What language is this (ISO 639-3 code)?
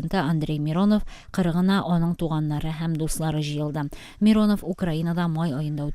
tat